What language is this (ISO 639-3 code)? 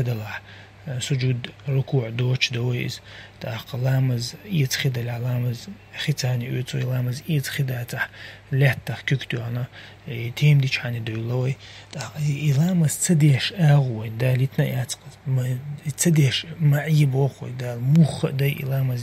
che